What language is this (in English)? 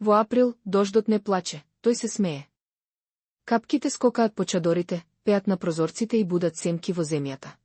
Macedonian